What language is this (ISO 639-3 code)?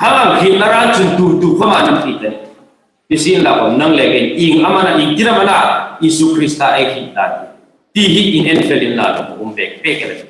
hmr